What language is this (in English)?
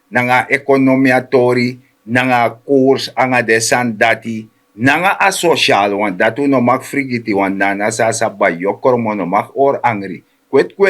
Sranan Tongo